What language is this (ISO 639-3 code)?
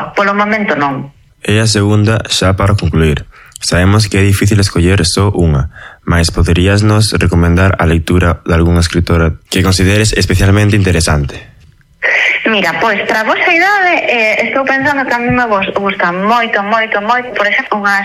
glg